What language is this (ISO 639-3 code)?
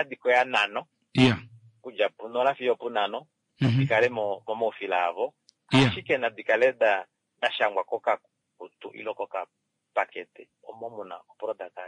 kua